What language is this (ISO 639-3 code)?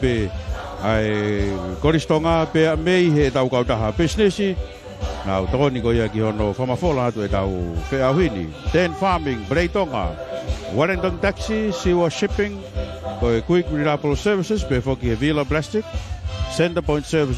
ton